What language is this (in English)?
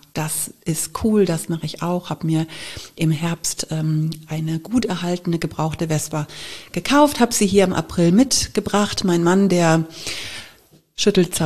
German